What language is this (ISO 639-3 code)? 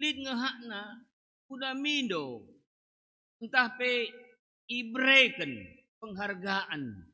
btx